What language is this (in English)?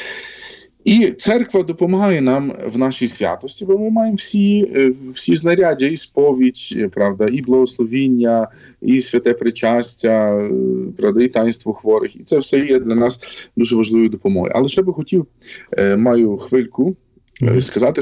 Ukrainian